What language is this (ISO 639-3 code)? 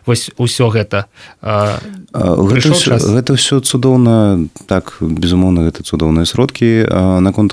bel